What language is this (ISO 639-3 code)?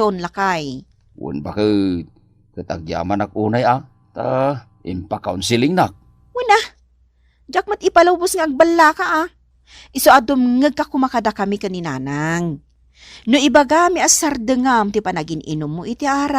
ilo